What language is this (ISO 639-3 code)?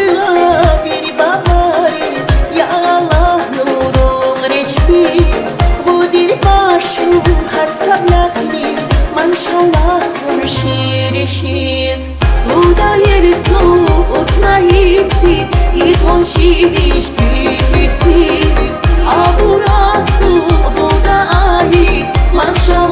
tab